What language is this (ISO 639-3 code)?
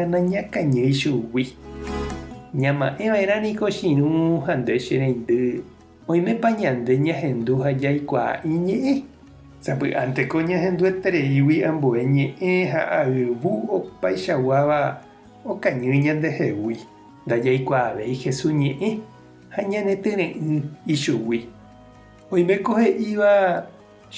grn